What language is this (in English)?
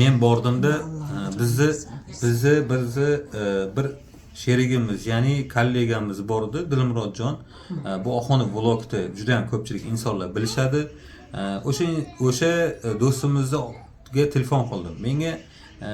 Uzbek